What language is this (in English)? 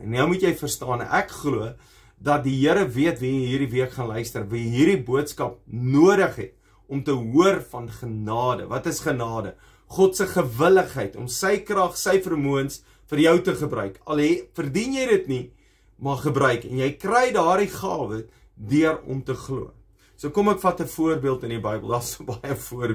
Afrikaans